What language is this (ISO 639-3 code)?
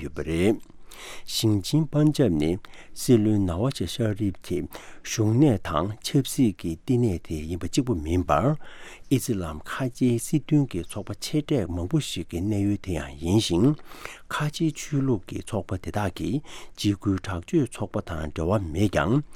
bod